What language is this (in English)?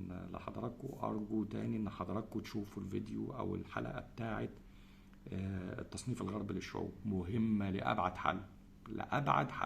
Egyptian Arabic